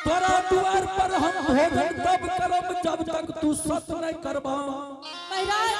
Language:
Angika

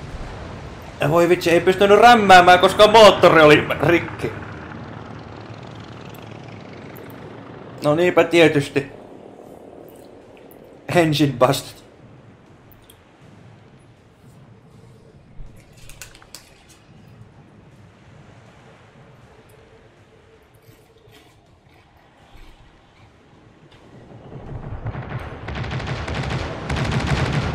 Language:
Finnish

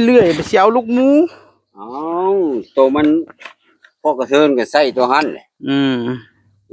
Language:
Northeastern Thai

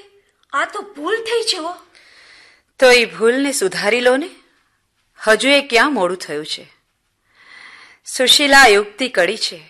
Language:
Gujarati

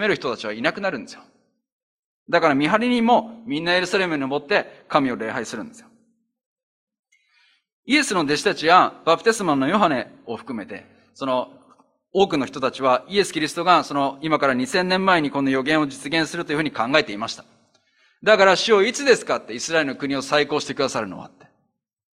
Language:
Japanese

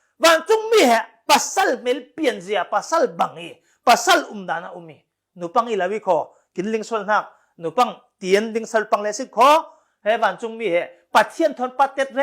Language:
Falam Chin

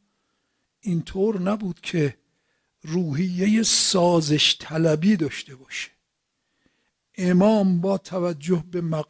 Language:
Persian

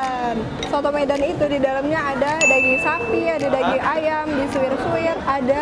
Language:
Indonesian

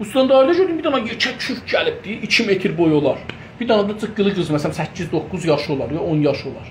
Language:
South Azerbaijani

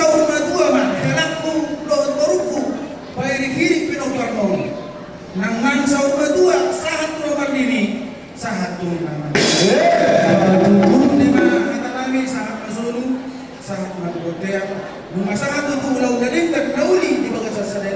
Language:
Batak Toba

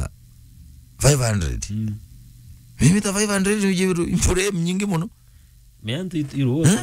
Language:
Meru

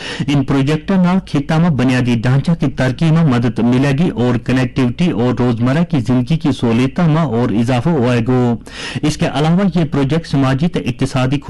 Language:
Gujari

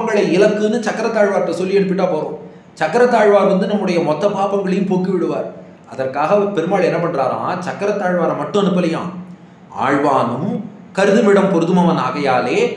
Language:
Tamil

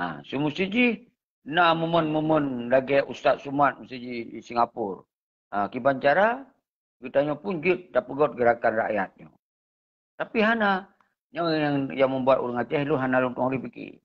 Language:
Achinese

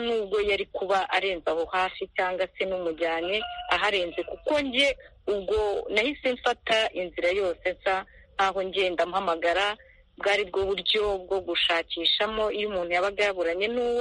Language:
Kinyarwanda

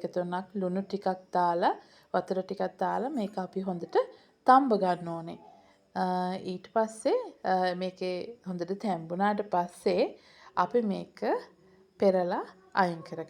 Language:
Sinhala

